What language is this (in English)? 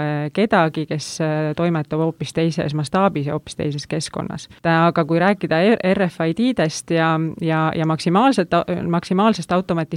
Estonian